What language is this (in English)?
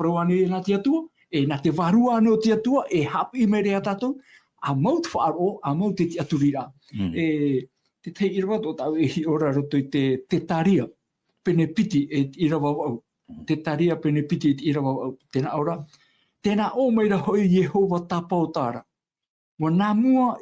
Tahitian